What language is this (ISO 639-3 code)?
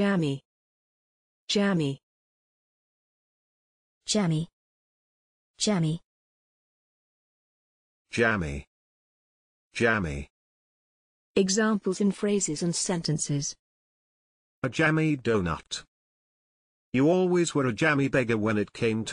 eng